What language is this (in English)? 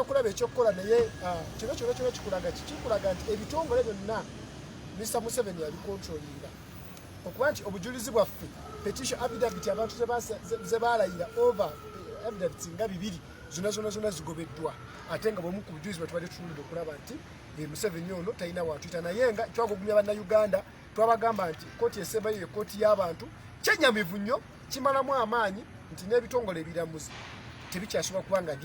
Ganda